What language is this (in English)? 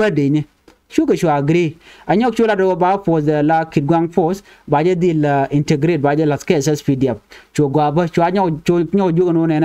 Nuer